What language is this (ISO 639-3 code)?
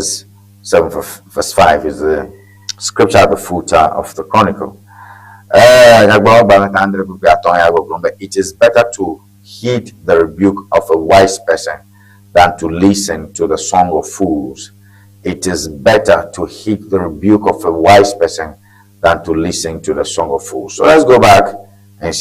ewe